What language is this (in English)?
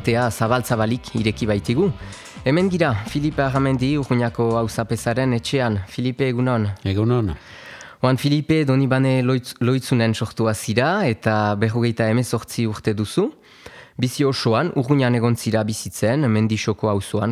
Basque